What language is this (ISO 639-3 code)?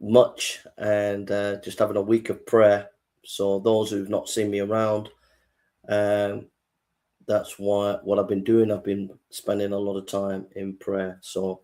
eng